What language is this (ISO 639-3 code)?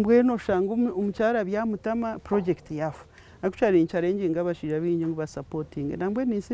nyn